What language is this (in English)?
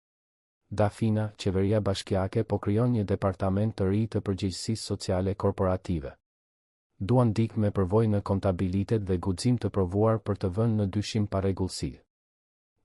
Albanian